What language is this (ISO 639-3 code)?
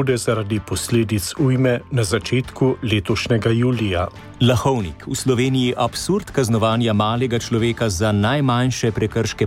slv